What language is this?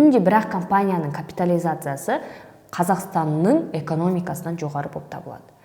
Kazakh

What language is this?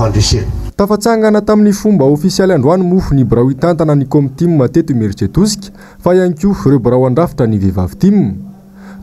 Malagasy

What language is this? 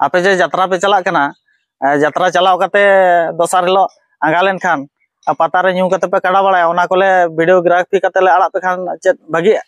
Santali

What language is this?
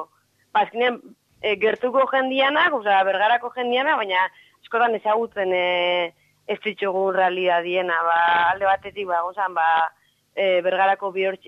Basque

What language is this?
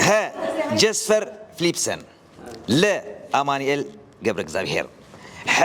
Tigrinya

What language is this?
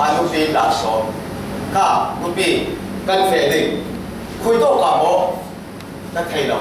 Falam Chin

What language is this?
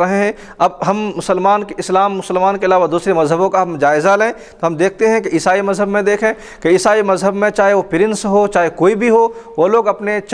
Urdu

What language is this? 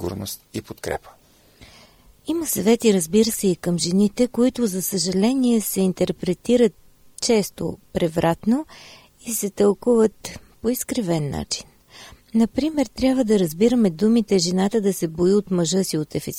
Bulgarian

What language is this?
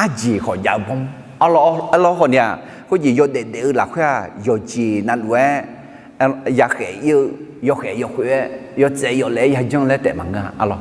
Akha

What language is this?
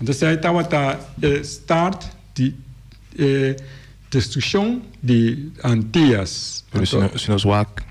Papiamento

